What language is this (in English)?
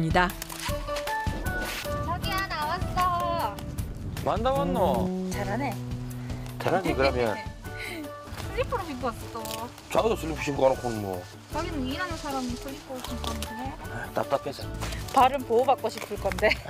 Korean